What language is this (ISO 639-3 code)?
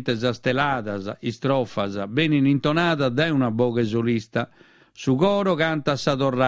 srd